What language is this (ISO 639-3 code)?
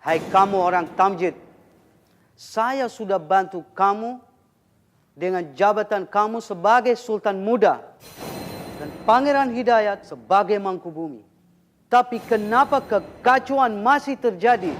bjn